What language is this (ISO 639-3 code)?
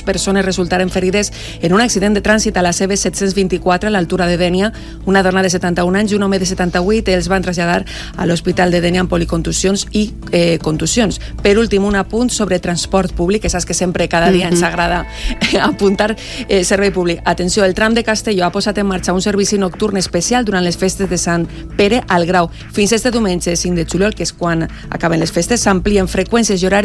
cat